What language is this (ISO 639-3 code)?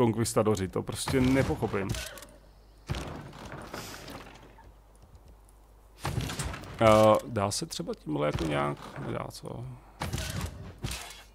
ces